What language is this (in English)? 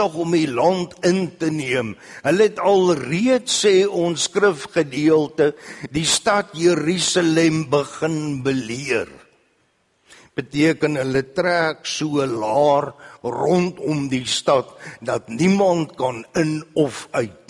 Afrikaans